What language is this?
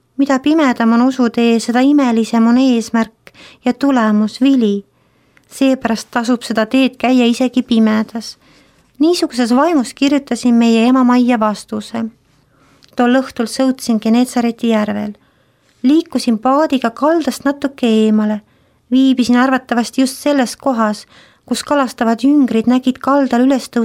Estonian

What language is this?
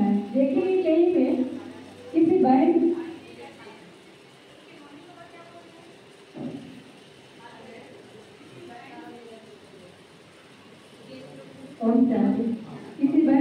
Hindi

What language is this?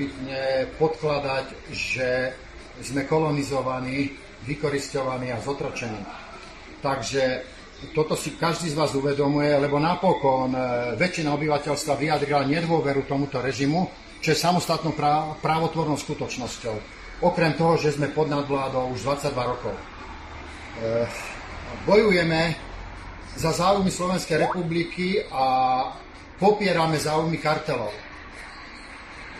Slovak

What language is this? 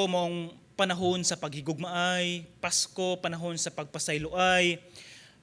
Cebuano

